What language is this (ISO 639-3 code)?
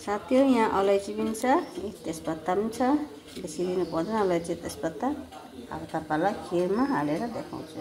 nep